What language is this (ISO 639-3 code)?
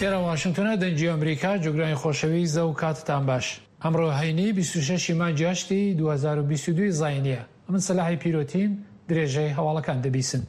ckb